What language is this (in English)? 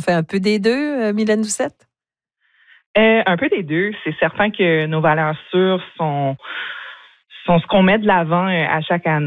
French